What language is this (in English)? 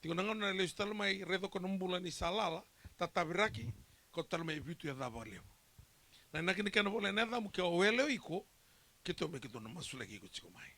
Fijian